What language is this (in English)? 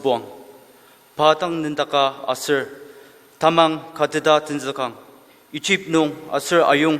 Ao Naga